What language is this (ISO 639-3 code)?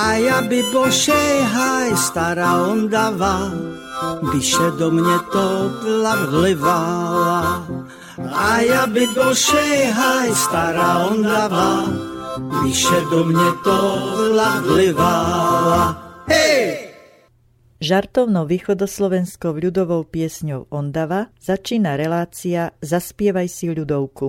slk